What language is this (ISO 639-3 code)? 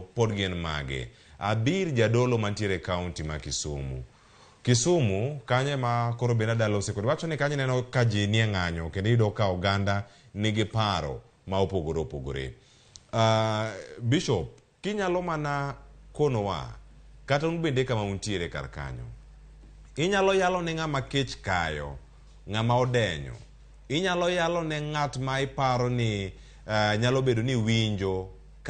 luo